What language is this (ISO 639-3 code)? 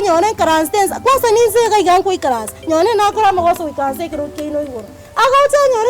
guz